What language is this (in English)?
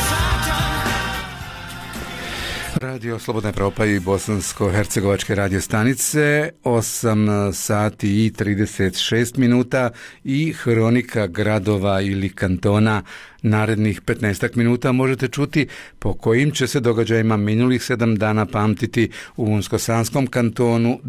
Bosnian